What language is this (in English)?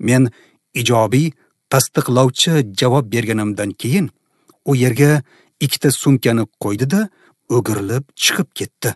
Uzbek